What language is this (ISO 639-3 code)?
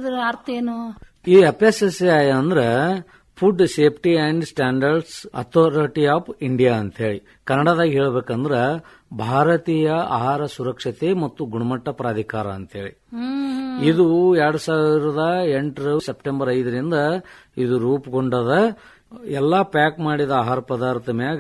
kan